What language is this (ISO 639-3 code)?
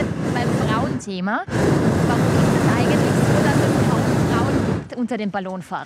deu